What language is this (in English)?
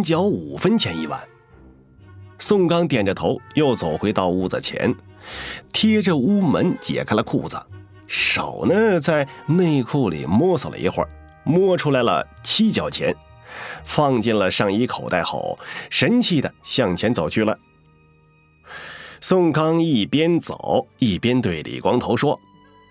Chinese